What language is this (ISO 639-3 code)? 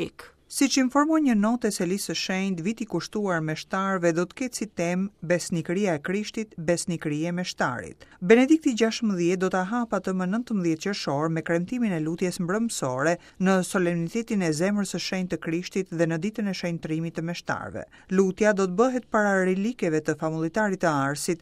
sqi